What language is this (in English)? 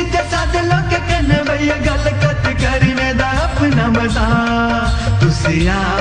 Dogri